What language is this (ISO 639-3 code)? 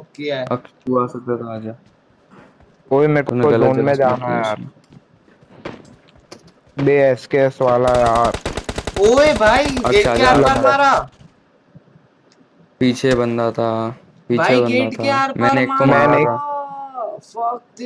hin